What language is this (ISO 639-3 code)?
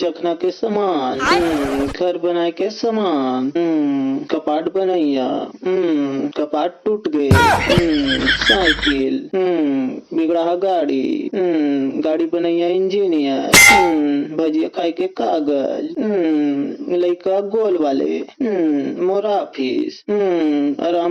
hne